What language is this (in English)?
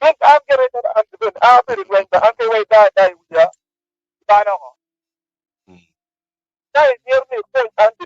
Acoli